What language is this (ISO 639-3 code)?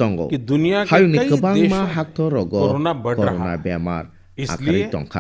trp